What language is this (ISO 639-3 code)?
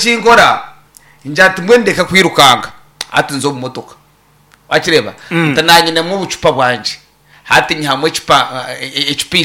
nyn